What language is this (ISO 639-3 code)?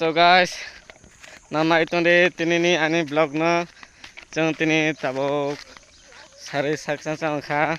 trp